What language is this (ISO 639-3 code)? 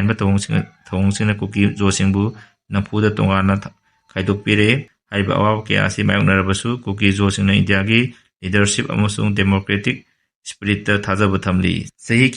mni